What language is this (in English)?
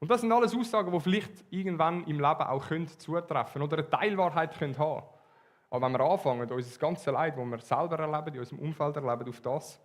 Swiss German